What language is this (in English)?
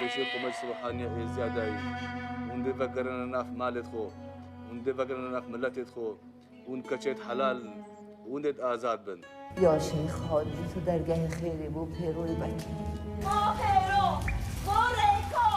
Kurdish